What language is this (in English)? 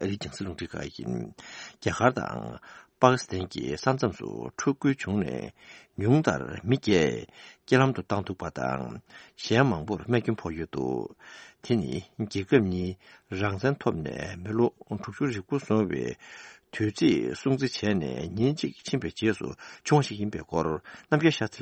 Tibetan